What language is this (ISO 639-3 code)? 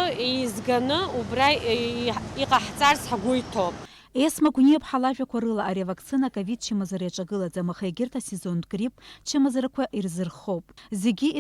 abk